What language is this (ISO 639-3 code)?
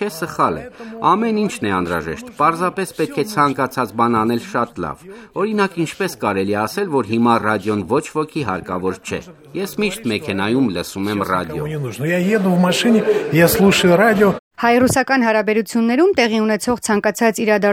hye